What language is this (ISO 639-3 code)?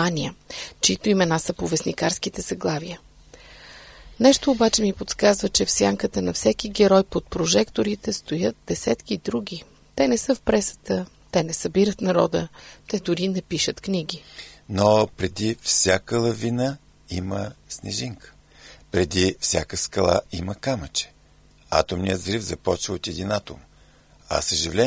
bul